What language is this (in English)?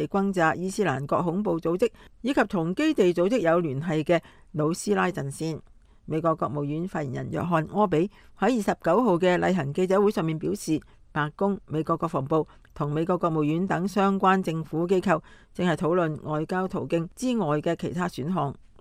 Cantonese